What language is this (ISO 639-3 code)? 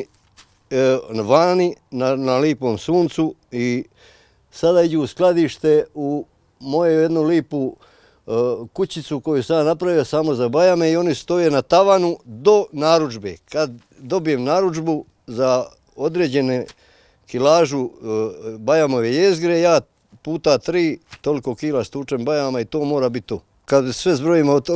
hrv